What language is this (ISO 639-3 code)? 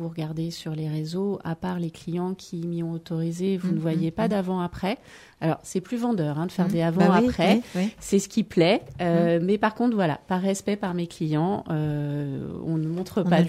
fra